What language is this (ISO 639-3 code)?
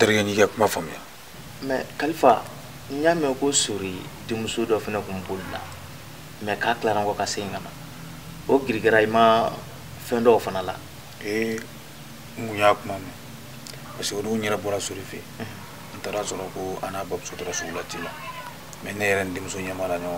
bam